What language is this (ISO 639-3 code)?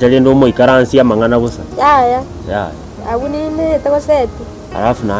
guz